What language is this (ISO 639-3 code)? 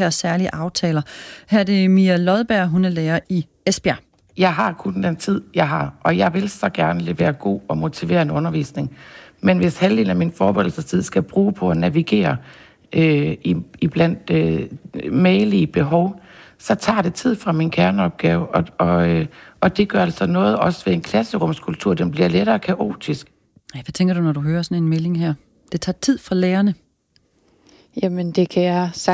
dan